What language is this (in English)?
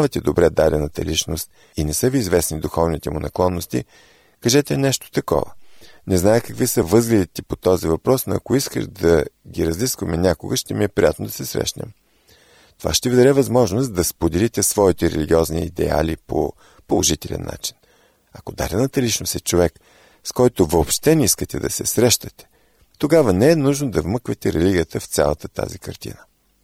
Bulgarian